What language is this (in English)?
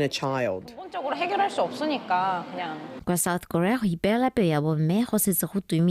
Tswana